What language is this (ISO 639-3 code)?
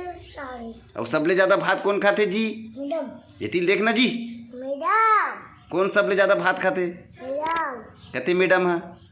hne